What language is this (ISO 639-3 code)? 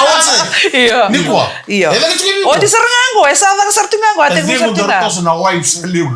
fij